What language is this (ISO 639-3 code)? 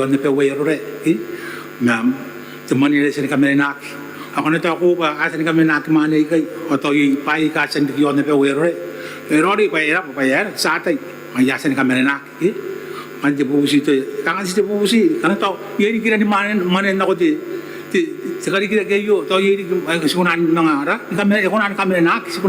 gil